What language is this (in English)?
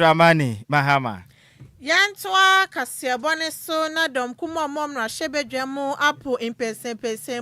Akan